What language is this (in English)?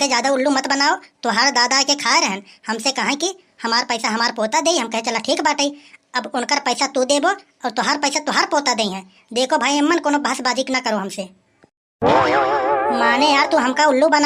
Awadhi